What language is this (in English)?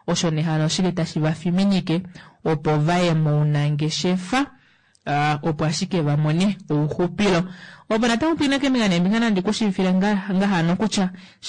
Kuanyama